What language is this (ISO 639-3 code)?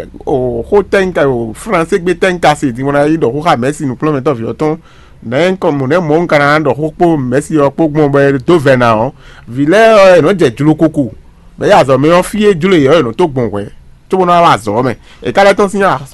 fon